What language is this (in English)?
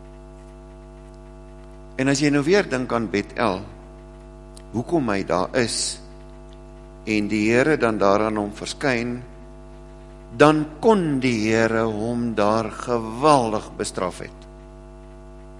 Afrikaans